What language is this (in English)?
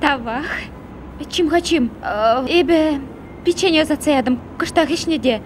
Chuvash